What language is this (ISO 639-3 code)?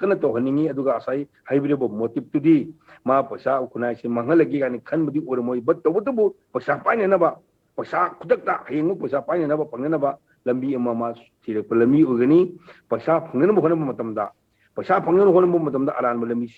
mni